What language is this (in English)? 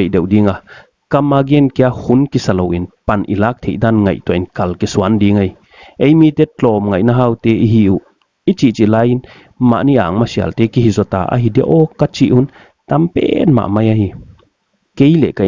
Paite Chin